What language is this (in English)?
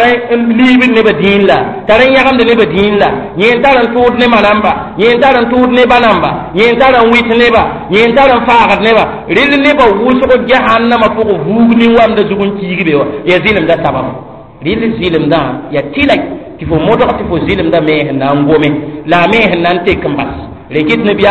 Mossi